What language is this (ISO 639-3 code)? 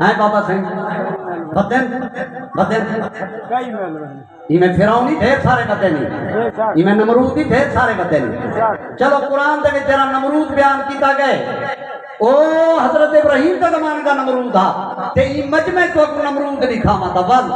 skr